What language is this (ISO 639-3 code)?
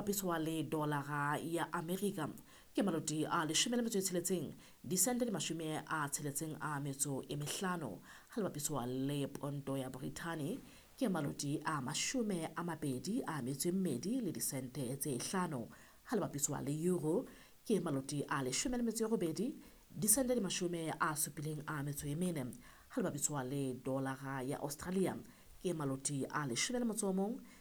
sot